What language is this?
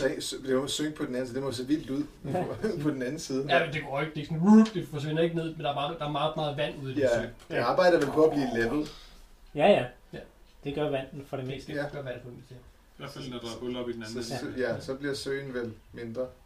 Danish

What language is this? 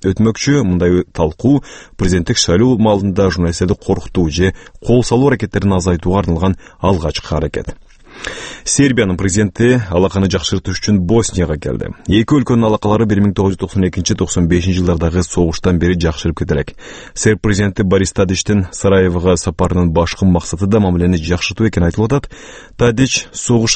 Kyrgyz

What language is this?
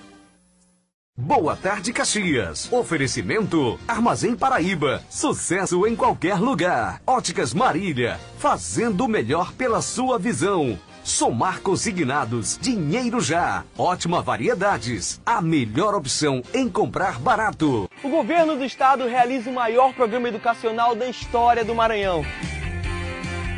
Portuguese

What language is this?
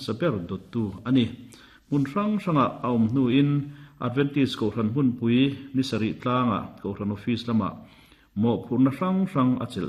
Mizo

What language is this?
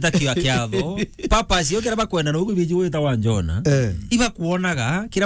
Meru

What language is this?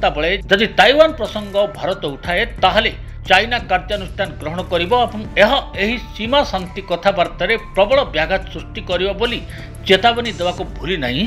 Odia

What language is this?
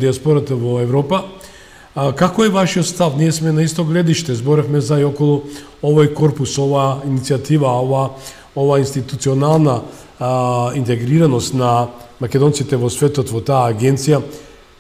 Macedonian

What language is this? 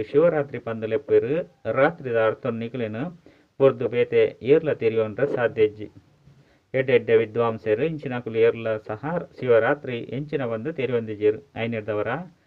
Tulu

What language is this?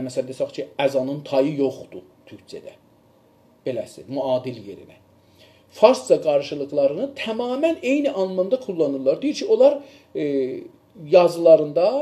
South Azerbaijani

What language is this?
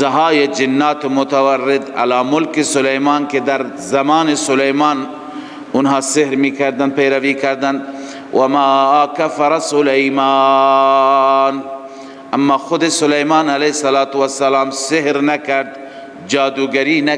Persian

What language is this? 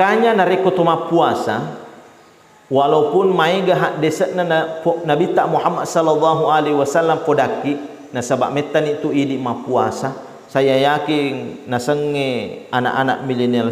Buginese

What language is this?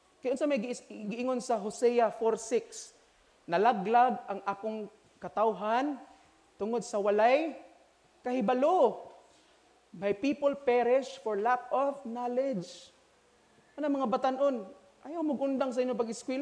Cebuano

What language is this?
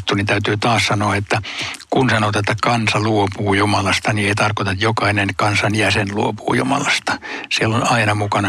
Finnish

